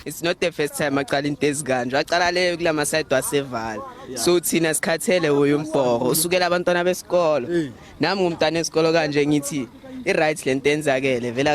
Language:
Venda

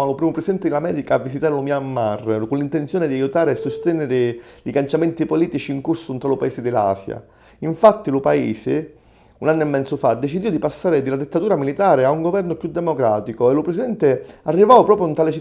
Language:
Sicilian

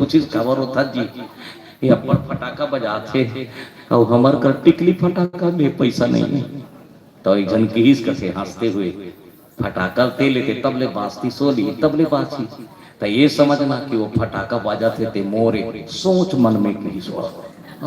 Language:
Chhattisgarhi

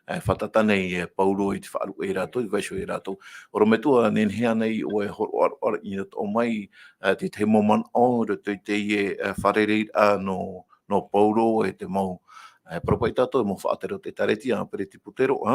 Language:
Tahitian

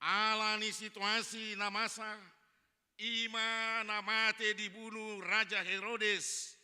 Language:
Batak Toba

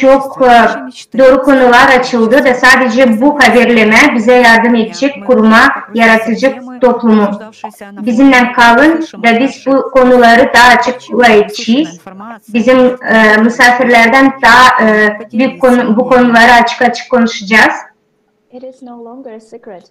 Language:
Gagauz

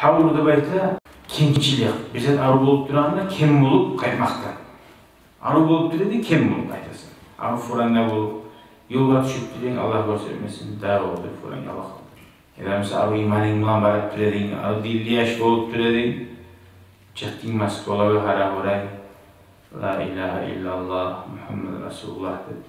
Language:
Kumyk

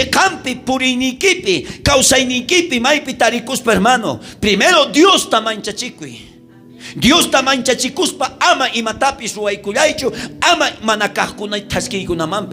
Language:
South Bolivian Quechua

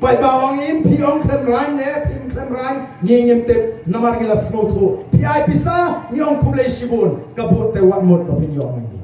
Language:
Khasi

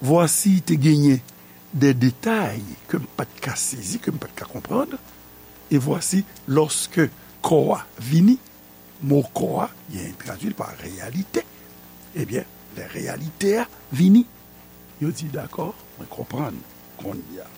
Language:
Haitian Creole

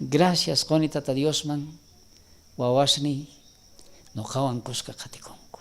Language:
South Bolivian Quechua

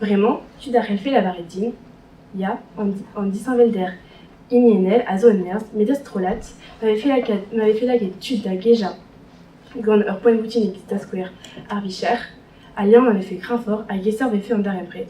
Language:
Breton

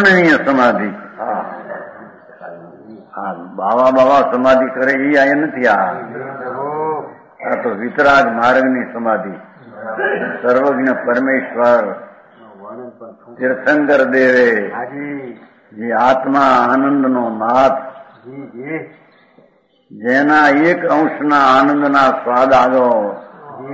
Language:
Gujarati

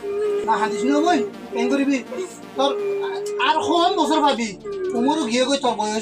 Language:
Rohingya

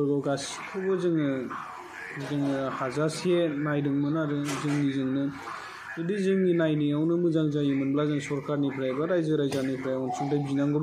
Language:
Bodo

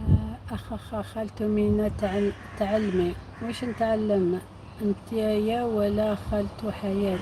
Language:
Algerian Arabic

